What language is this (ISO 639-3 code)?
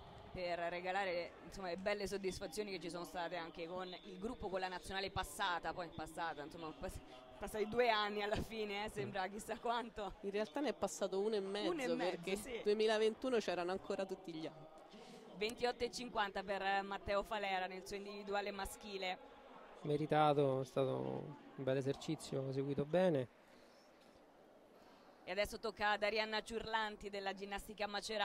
ita